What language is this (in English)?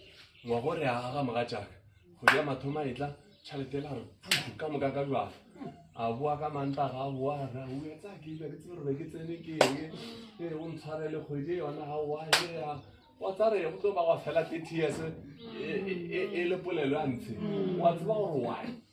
Northern Sotho